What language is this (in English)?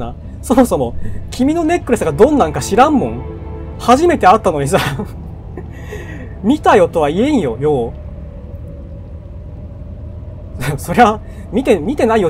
Japanese